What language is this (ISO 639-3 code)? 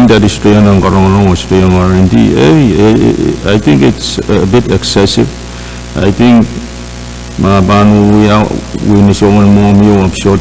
pon